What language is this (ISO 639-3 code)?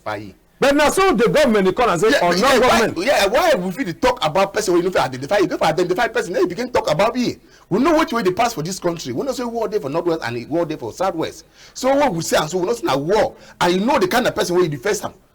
wes